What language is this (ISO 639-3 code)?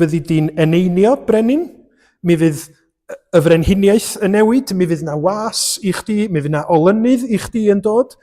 cym